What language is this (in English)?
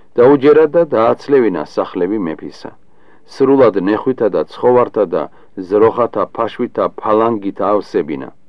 Georgian